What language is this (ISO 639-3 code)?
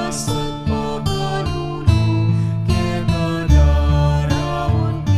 pam